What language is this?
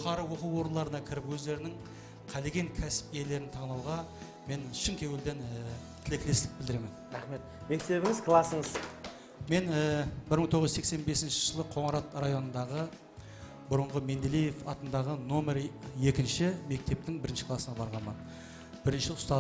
Kara-Kalpak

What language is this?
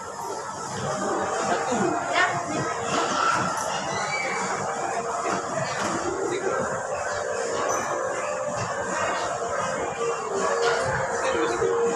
Malay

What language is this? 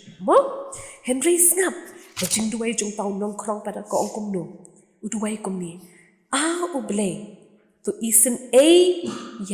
Khasi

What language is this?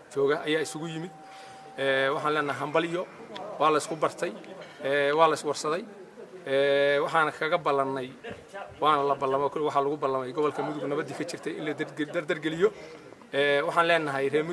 Somali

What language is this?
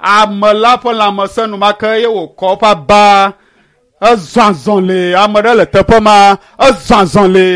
Ewe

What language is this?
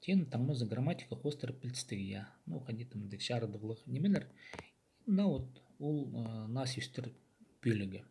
Khakas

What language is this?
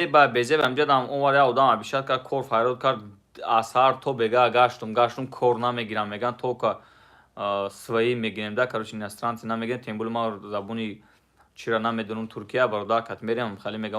Tajik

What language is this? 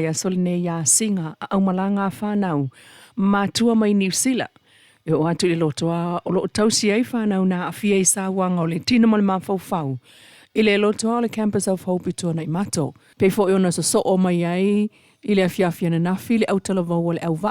Samoan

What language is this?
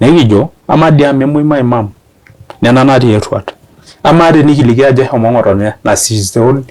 Masai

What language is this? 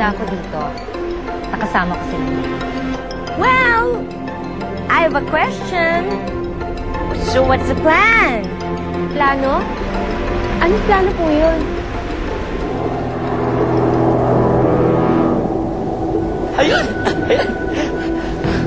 Filipino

